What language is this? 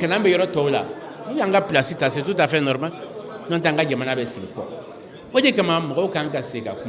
Bambara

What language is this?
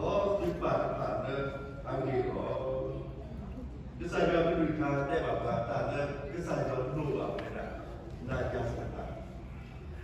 S'gaw Karen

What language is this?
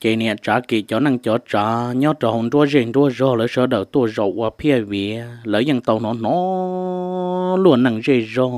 Hmong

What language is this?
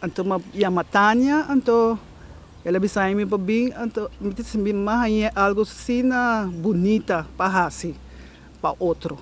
Papiamento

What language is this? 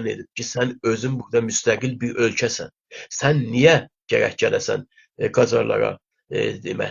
South Azerbaijani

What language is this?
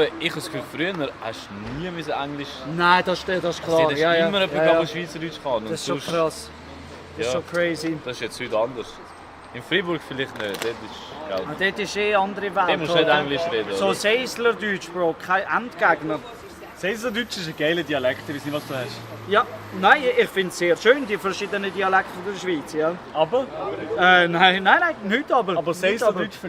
Swiss German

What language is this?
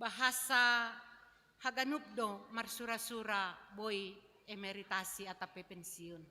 Batak Simalungun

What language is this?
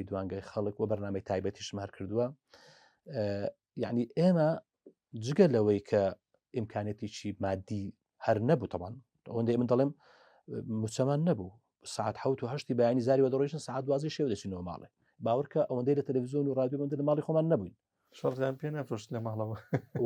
Central Kurdish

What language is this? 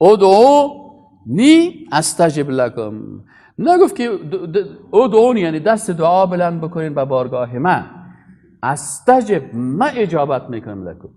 Persian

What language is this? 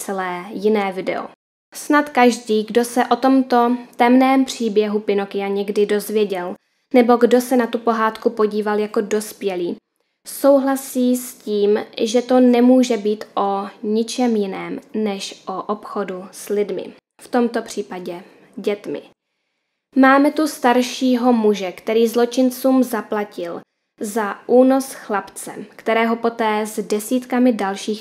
Czech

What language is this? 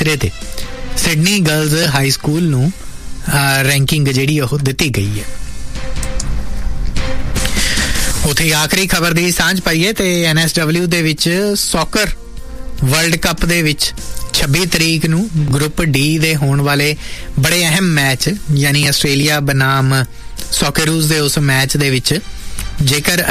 Punjabi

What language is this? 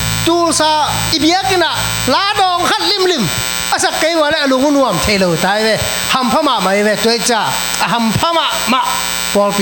Tedim Chin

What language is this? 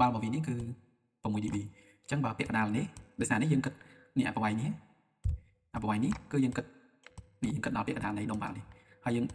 Khmer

